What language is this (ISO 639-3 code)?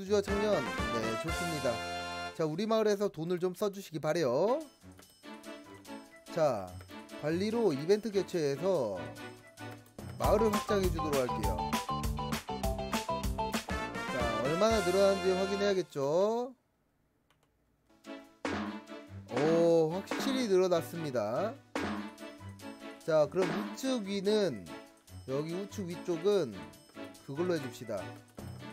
kor